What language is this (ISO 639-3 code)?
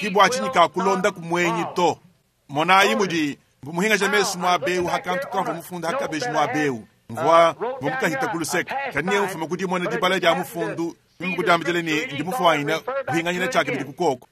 lua